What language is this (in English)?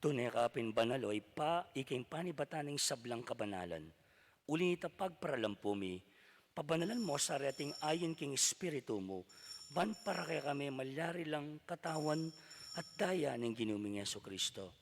Pampanga